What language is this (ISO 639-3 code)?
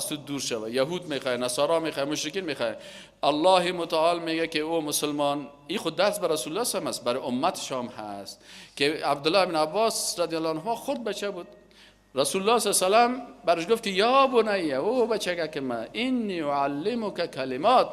fas